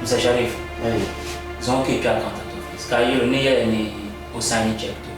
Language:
Dagbani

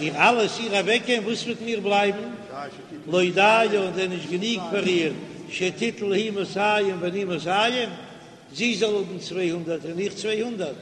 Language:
Yiddish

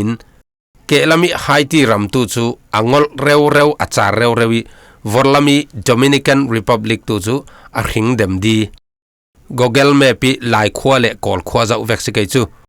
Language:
Falam Chin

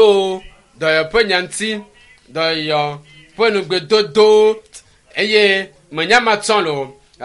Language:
Ewe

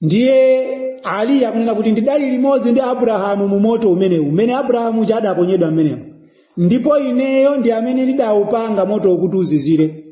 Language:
Nyanja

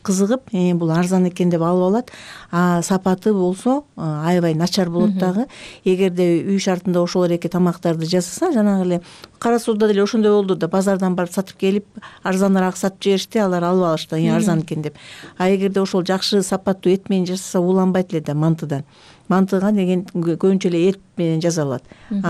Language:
Kyrgyz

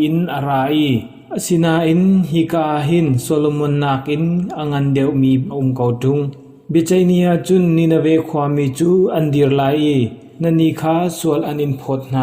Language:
Hakha Chin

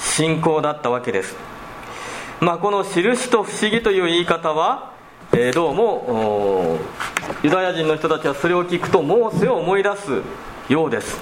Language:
Japanese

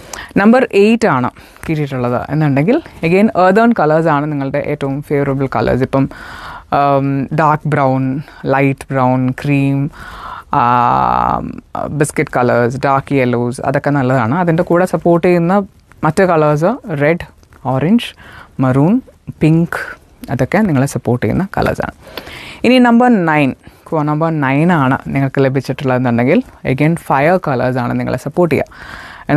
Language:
Malayalam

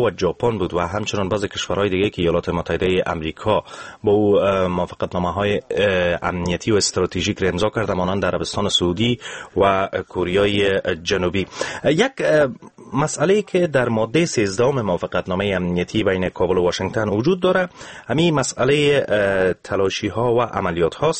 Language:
Persian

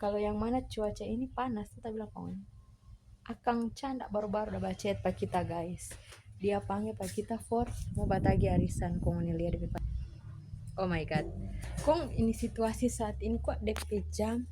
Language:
Manado Malay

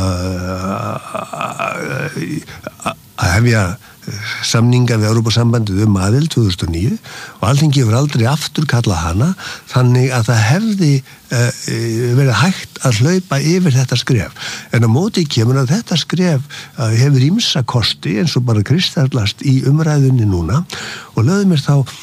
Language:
Icelandic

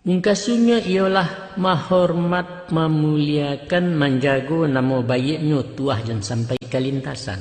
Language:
Minangkabau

